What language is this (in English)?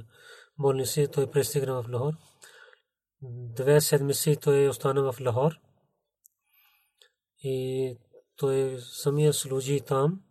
Bulgarian